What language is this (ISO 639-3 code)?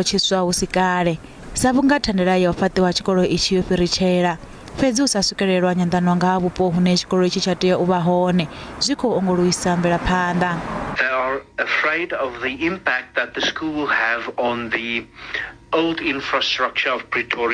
ven